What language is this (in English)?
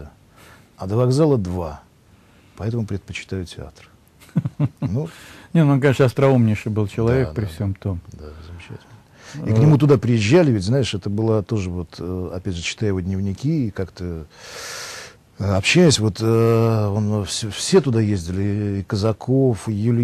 Russian